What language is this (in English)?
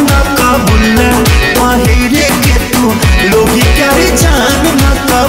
Bhojpuri